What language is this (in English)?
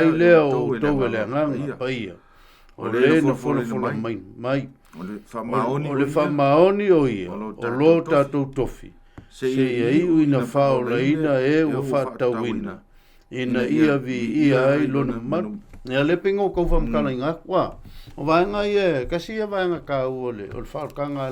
Samoan